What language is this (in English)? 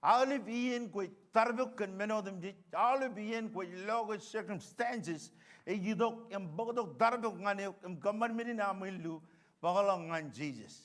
Marshallese